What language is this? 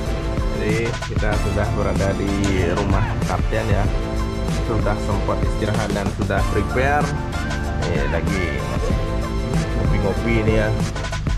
Indonesian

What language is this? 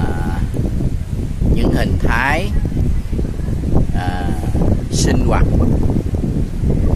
Vietnamese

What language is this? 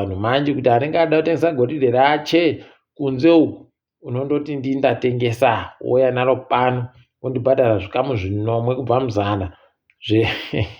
Ndau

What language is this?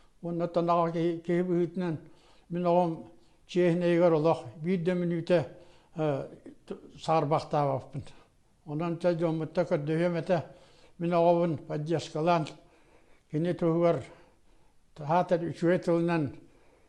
Yakut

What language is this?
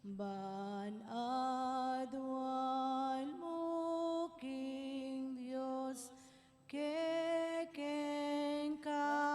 Pampanga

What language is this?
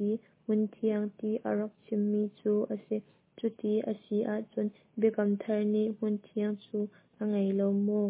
Hakha Chin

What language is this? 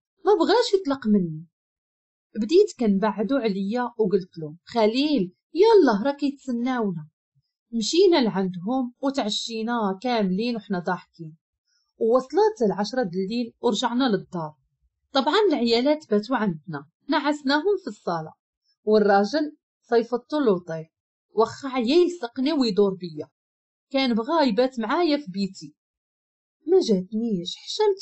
Moroccan Arabic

